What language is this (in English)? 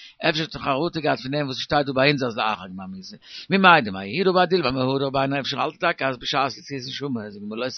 Yiddish